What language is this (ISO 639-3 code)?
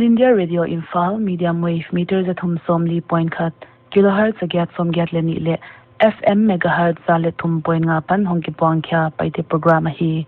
pck